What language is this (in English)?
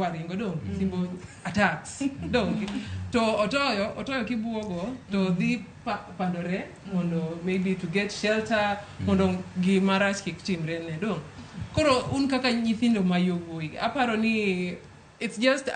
Luo (Kenya and Tanzania)